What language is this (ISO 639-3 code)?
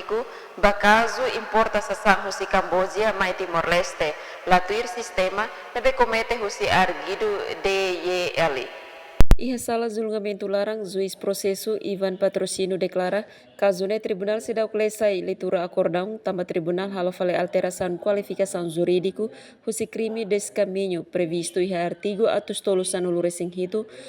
tet